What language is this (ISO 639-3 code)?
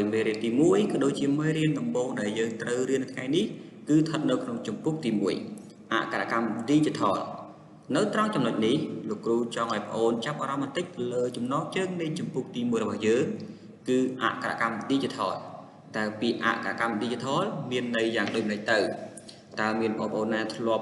khm